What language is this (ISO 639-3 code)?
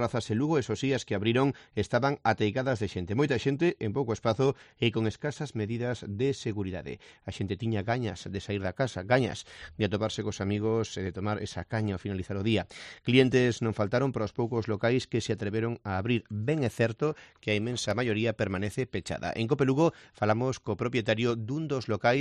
glg